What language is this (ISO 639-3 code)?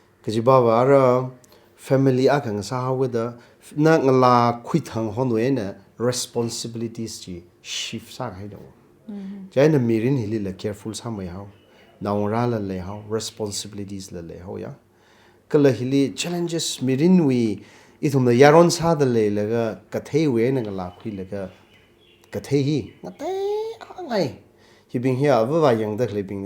nmf